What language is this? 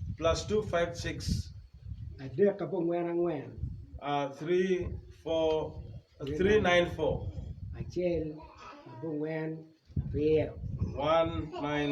Acoli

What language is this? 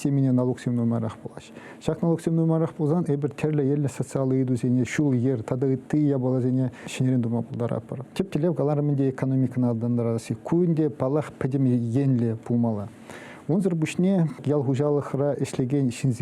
Chuvash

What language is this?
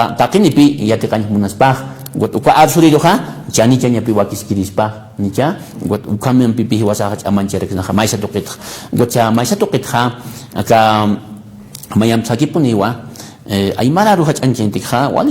Aymara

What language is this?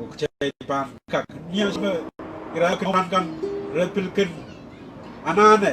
Pohnpeian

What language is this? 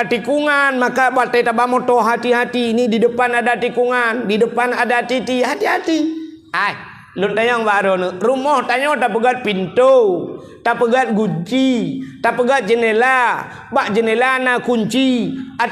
Achinese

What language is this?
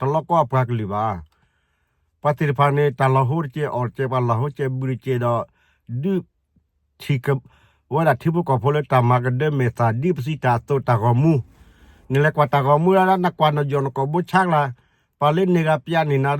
S'gaw Karen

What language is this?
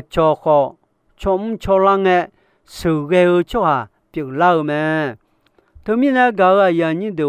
Akha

